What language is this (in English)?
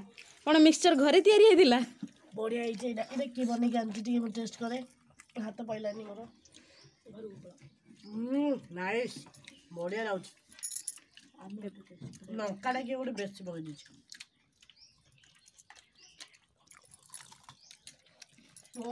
Odia